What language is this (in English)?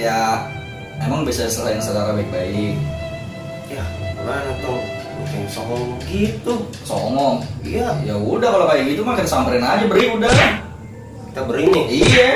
Betawi